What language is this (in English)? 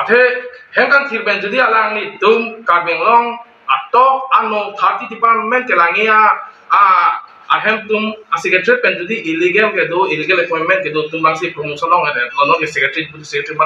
Karbi